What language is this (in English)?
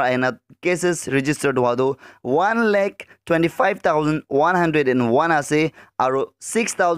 Naga Pidgin